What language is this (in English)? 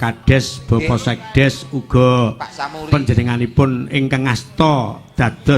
Javanese